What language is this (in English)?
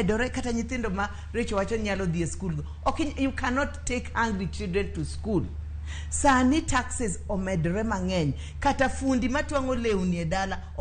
Luo (Kenya and Tanzania)